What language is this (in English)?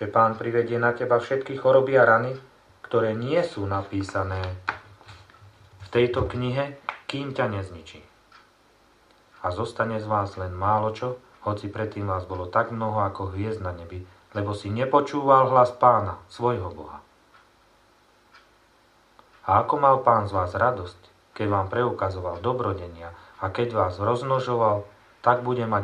Slovak